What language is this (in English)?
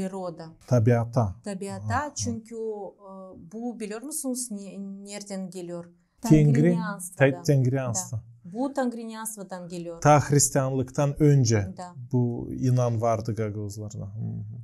Gagauz